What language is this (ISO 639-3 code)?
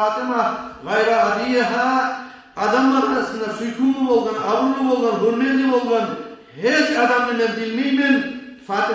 kum